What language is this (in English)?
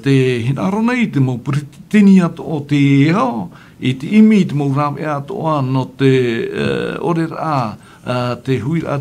Tahitian